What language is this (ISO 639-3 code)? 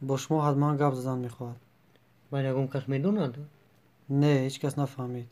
tgk